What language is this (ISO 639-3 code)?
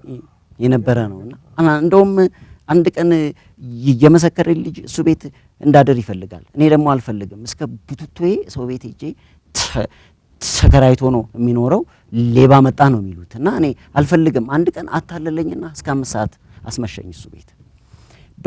amh